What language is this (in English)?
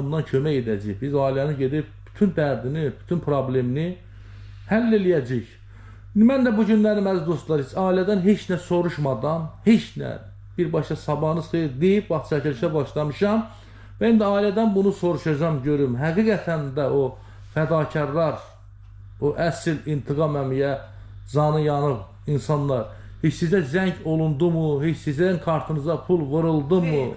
Azerbaijani